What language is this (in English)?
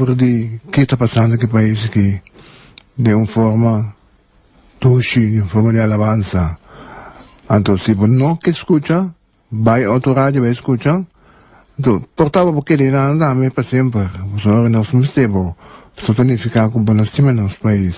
Papiamento